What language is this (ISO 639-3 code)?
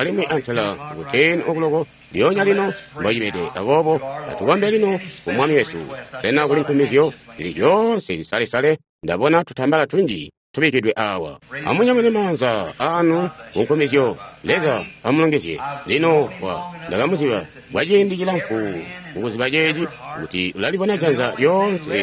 toi